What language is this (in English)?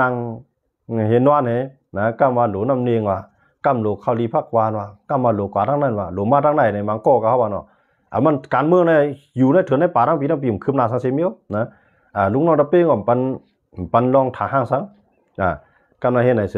Shan